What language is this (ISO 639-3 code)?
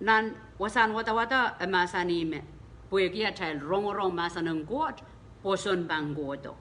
pon